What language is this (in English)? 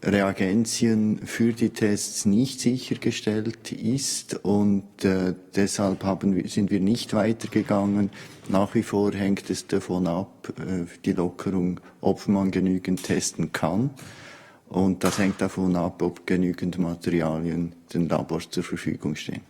Swiss German